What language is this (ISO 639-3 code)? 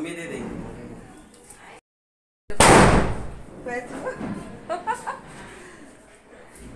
hin